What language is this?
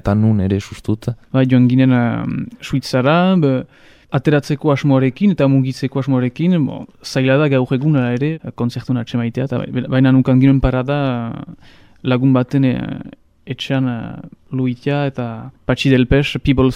Basque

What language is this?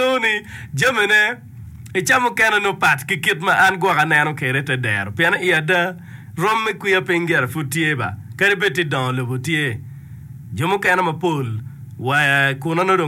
Acoli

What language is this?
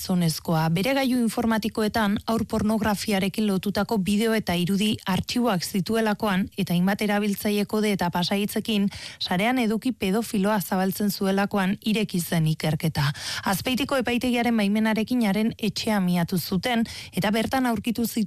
Basque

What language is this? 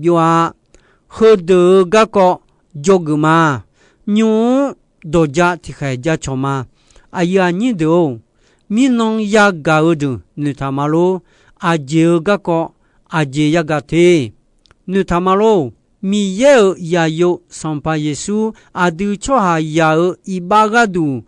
Akha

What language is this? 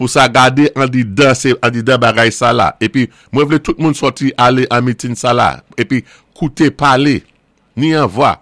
Saint Lucian Creole French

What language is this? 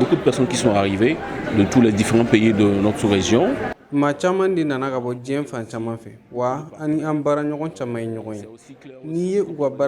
Bambara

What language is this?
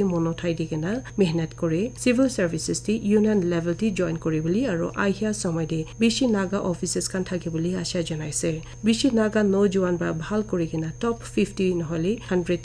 Naga Pidgin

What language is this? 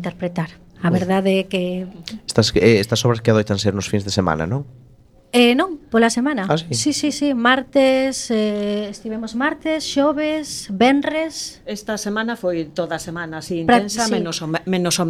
Galician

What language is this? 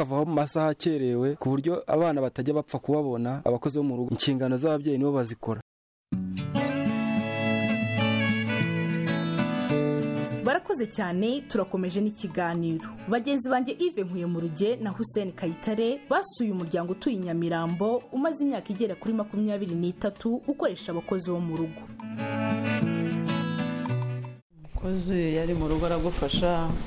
Kinyarwanda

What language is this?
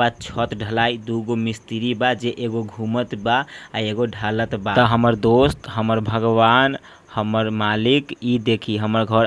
Bhojpuri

